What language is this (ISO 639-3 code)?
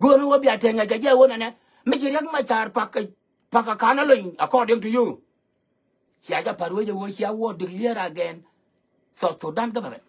nus